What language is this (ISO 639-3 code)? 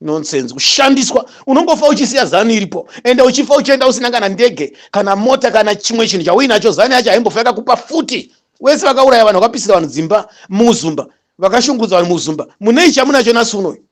sna